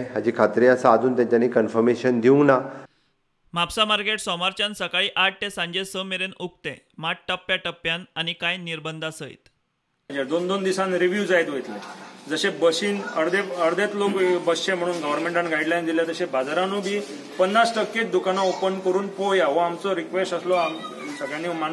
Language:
Konkani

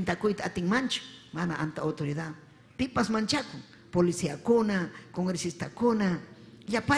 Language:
Ayacucho Quechua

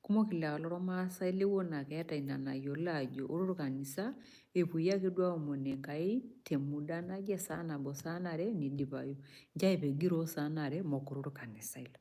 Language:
Masai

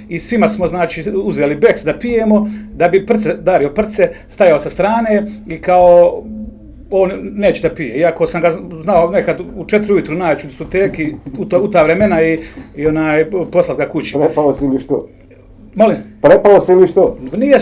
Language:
Bosnian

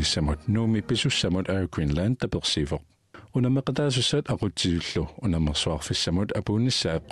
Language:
Kalaallisut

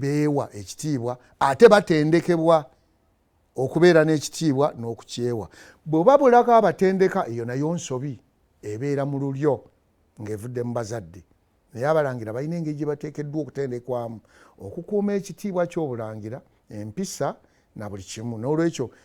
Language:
Ganda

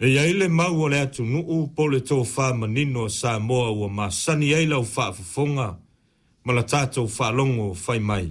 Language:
Samoan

